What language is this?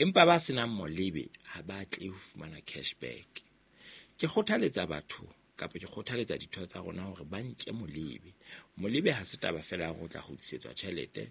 Southern Sotho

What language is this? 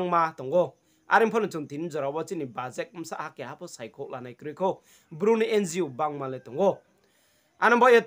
Riang (India)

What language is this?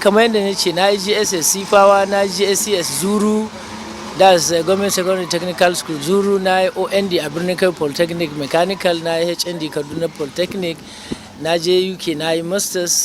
Hausa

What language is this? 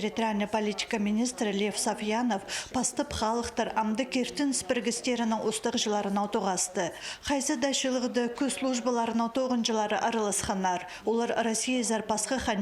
Khakas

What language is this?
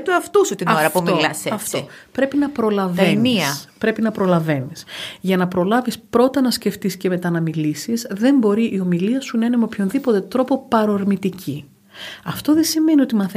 Greek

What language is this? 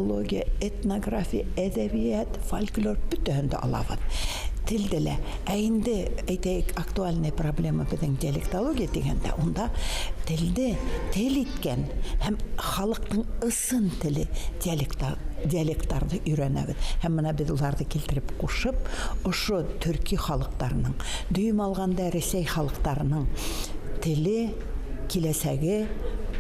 Bashkir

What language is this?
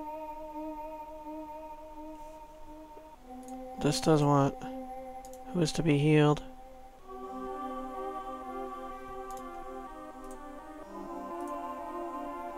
English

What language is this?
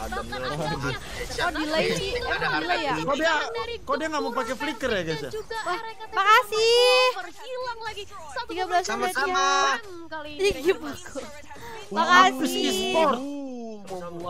Indonesian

